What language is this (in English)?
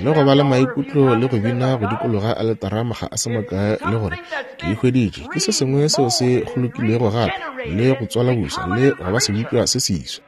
Northern Sotho